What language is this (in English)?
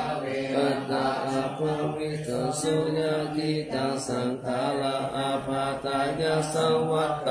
Pali